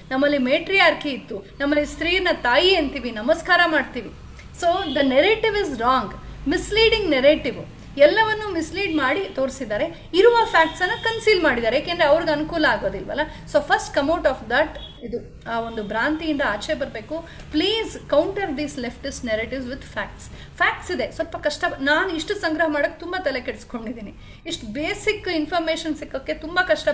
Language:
Kannada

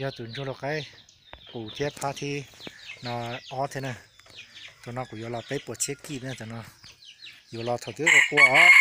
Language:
Hmong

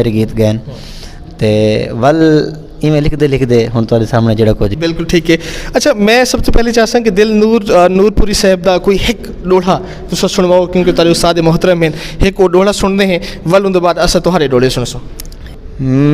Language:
Saraiki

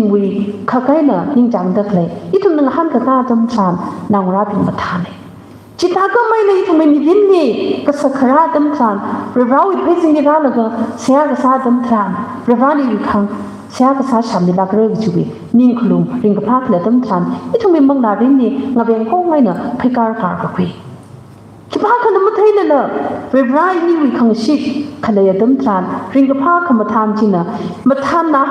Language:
Tangkhul Naga (India)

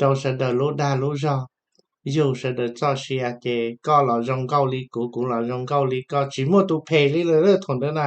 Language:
Hmong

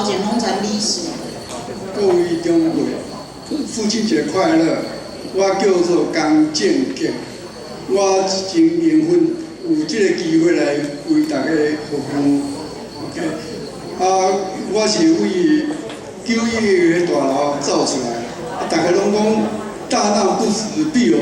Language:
Min Nan Chinese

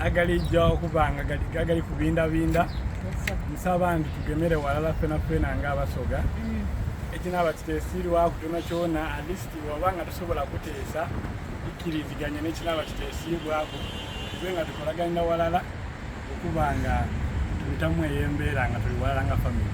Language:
Soga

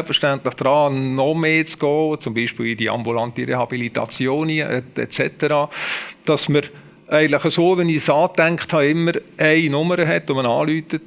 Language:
Swiss German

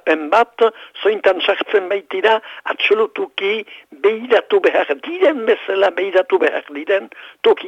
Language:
Basque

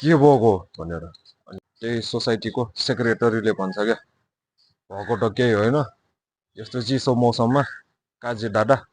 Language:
Nepali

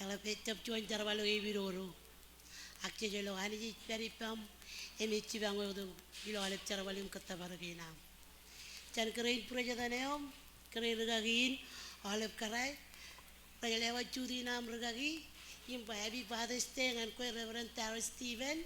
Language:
Marshallese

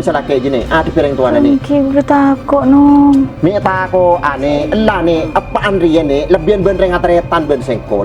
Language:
Madurese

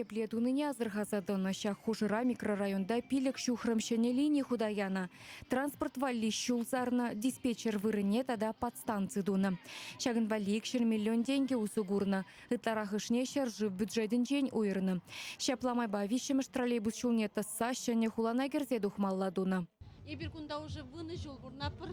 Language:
Chuvash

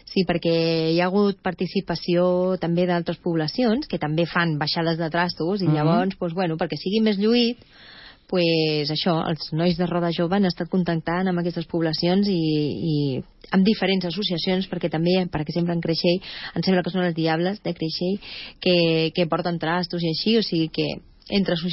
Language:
Catalan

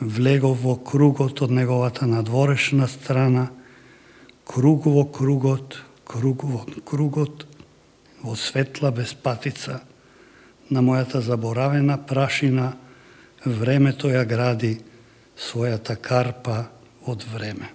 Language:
Macedonian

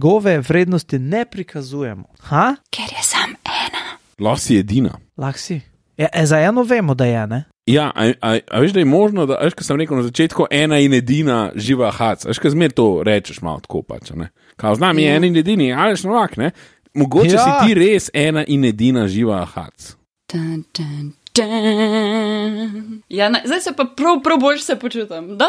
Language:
Slovenian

